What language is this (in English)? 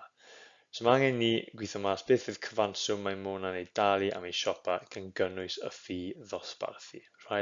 Welsh